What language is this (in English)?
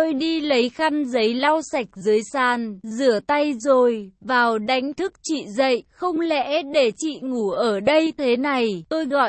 Vietnamese